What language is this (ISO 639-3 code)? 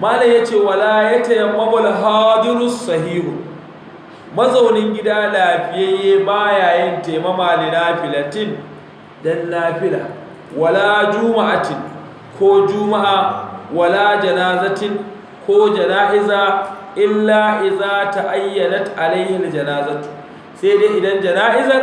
hau